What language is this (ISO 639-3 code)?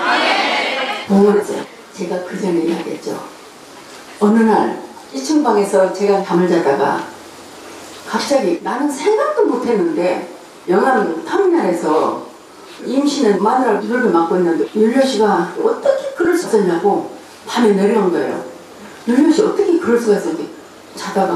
kor